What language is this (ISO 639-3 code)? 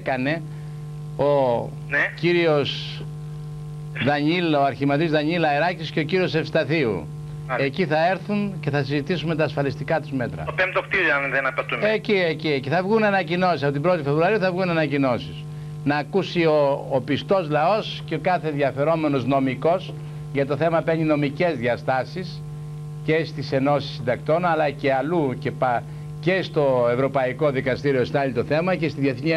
ell